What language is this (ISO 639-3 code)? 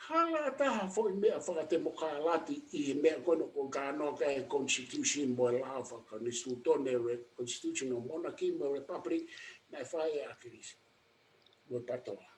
ton